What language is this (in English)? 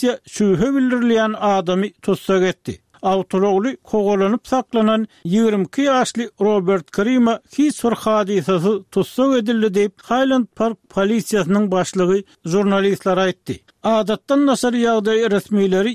Turkmen